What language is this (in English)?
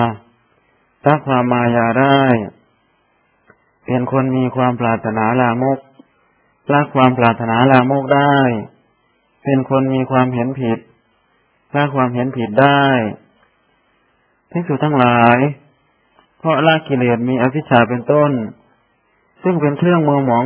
Thai